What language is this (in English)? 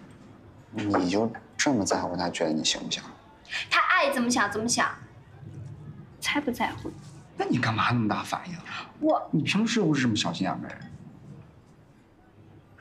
Chinese